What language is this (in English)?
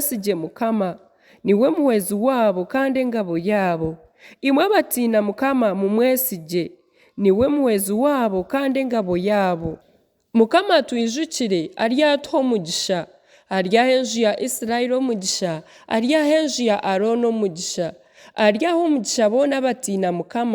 Nyankole